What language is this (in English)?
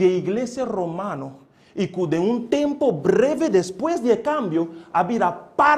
Papiamento